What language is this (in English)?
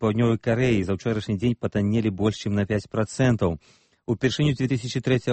Belarusian